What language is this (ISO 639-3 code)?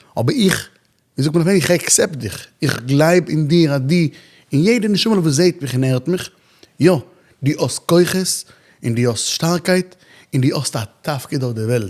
yid